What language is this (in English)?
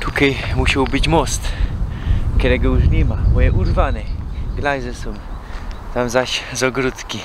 Silesian